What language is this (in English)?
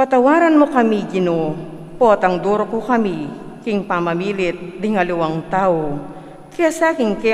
Pampanga